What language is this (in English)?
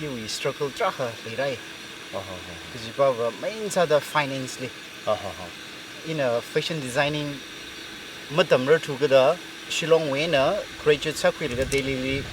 Tangkhul Naga (India)